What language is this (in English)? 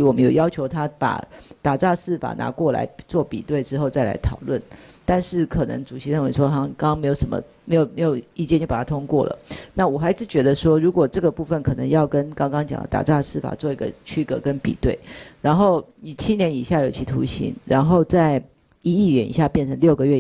Chinese